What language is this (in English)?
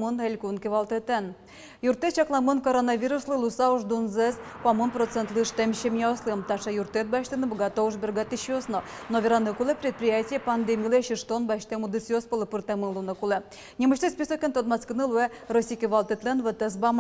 Udmurt